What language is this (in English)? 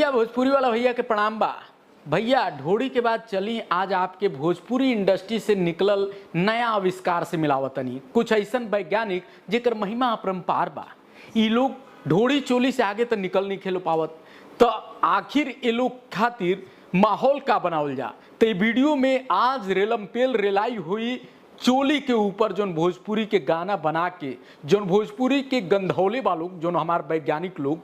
Bhojpuri